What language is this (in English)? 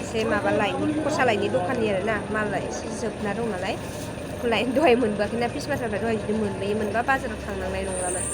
Bodo